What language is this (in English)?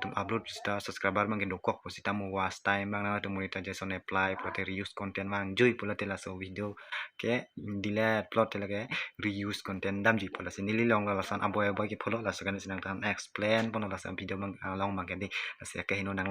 Karbi